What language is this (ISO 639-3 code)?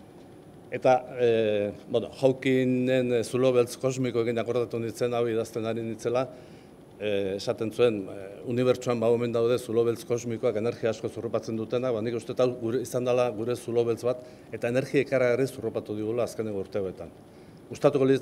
eus